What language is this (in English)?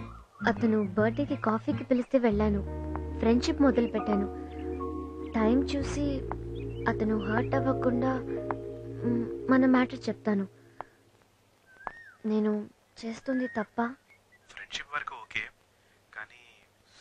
Telugu